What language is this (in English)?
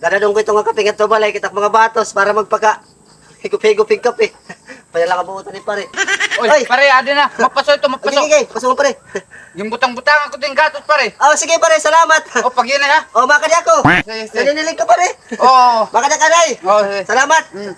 Waray